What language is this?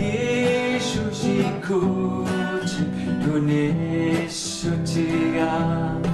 Kalaallisut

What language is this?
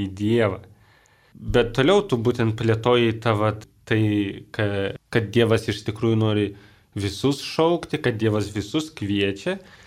Lithuanian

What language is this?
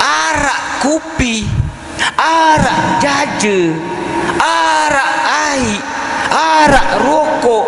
Sasak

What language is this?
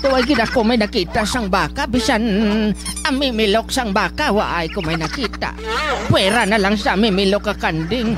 Hiligaynon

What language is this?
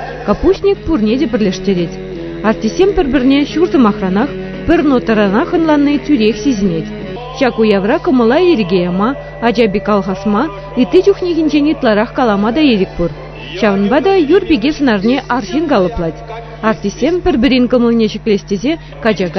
Chuvash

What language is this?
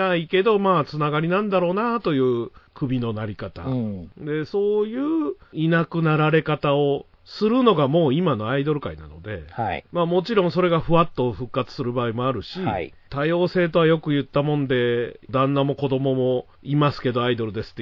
Japanese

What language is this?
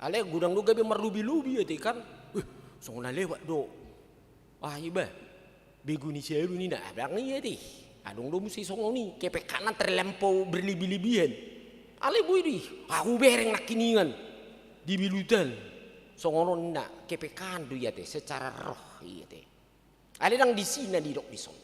Batak Toba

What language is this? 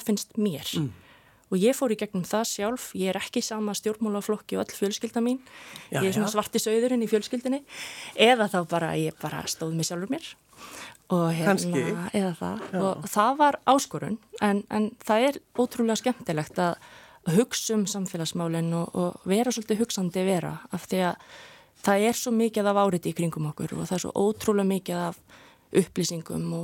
Icelandic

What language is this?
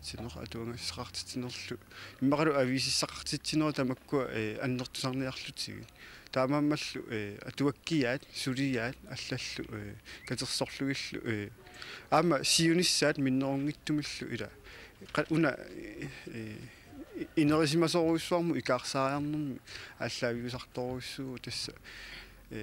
Kalaallisut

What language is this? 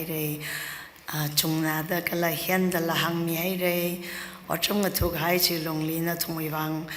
Tangkhul Naga (India)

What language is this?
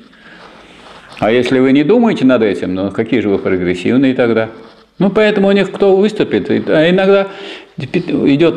Russian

